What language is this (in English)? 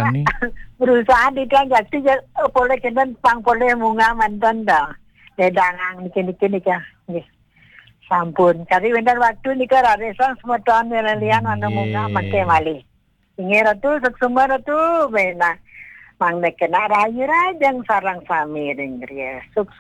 Balinese